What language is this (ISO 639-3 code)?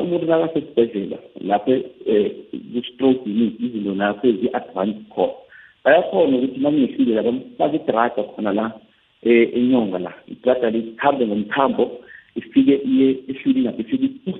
nbl